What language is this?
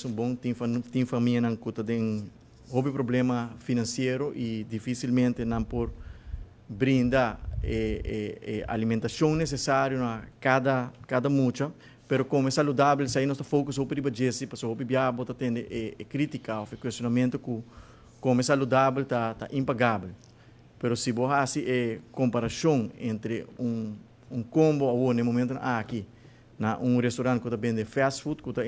Papiamento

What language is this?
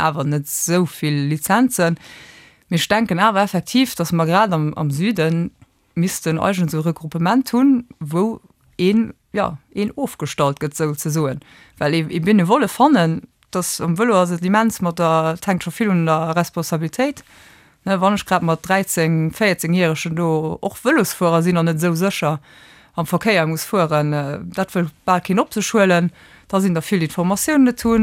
Luxembourgish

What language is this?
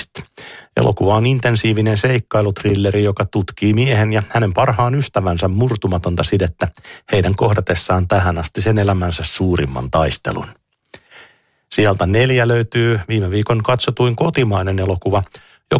Finnish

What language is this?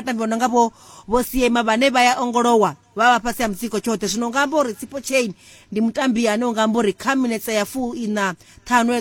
Venda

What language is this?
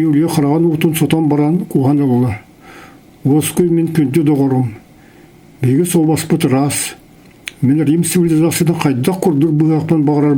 Yakut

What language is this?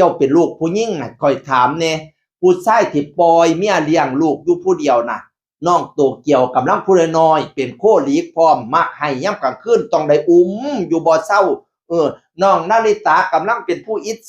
Northeastern Thai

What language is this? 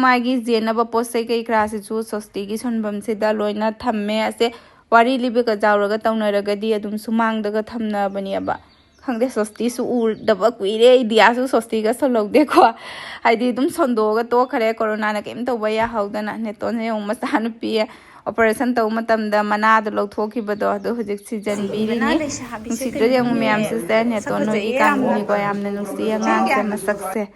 Manipuri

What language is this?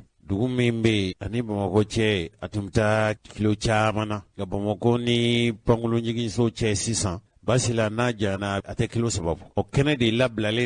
Bambara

